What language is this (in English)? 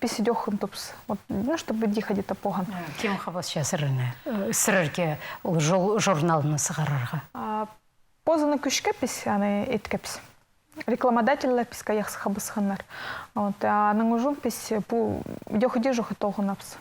Khakas